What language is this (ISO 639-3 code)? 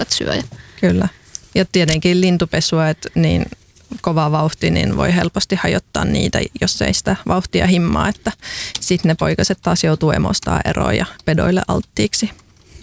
fin